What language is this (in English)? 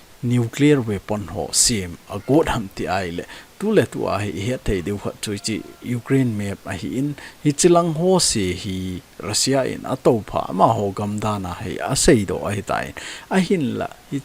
Thado Chin